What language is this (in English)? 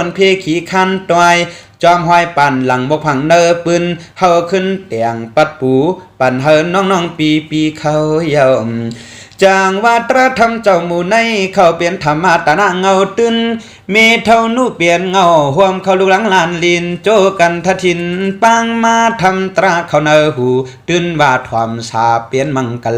Shan